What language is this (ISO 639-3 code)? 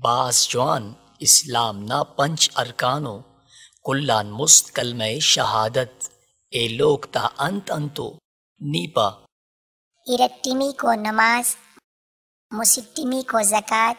brh